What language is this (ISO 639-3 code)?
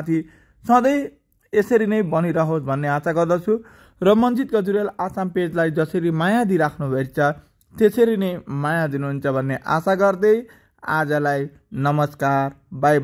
nep